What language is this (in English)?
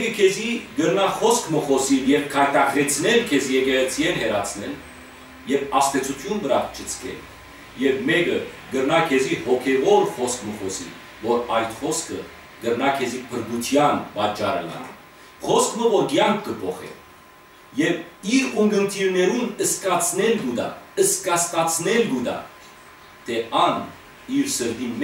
Western Armenian